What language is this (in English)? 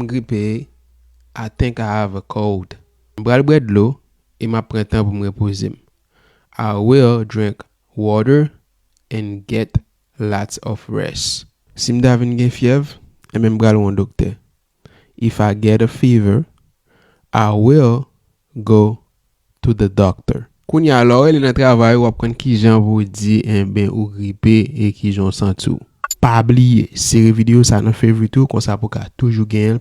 Haitian Creole